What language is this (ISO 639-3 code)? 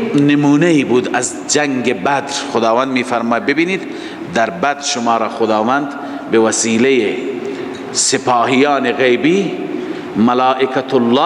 fas